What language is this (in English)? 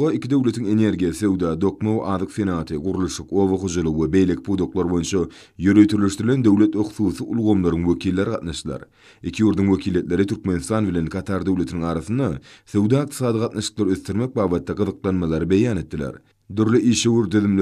Turkmen